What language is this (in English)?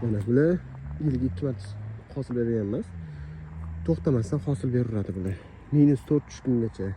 Uzbek